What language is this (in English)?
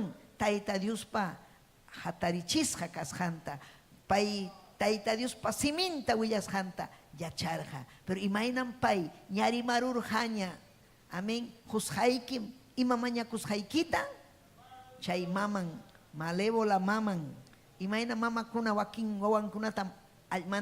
Ayacucho Quechua